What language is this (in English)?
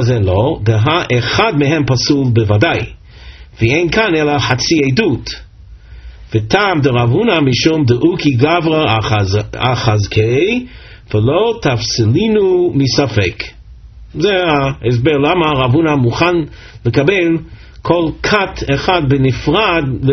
Hebrew